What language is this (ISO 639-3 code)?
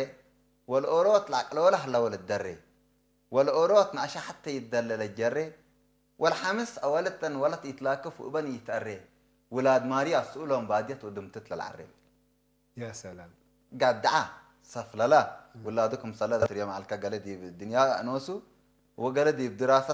tig